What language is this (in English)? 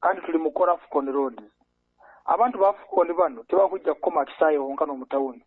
Nyoro